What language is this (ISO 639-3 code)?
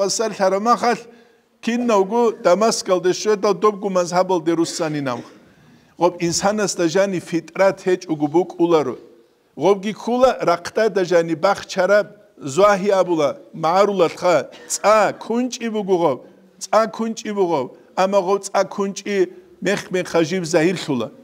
ava